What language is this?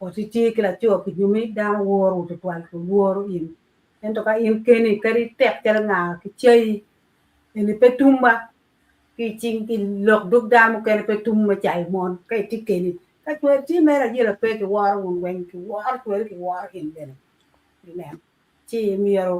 Acoli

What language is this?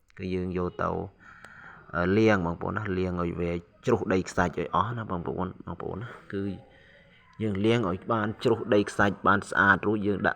Khmer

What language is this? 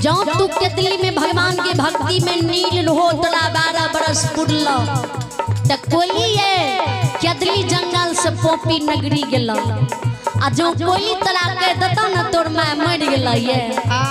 Maithili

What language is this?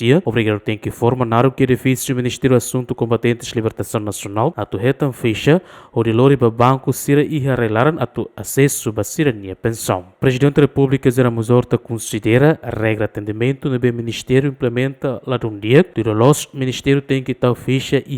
Tetum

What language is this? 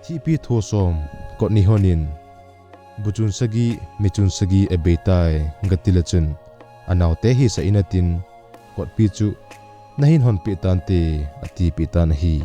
Thado Chin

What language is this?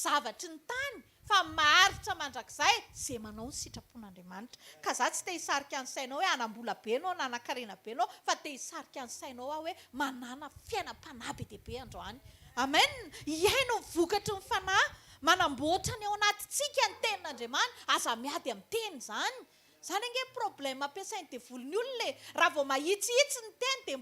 Malagasy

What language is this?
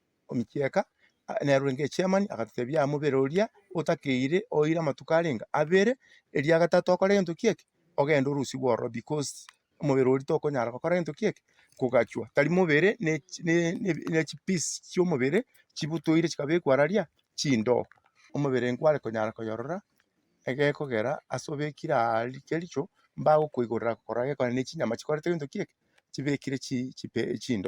Gusii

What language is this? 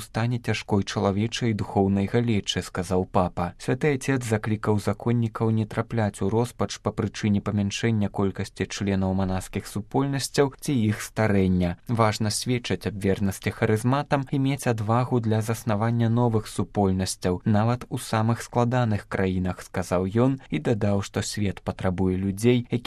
Belarusian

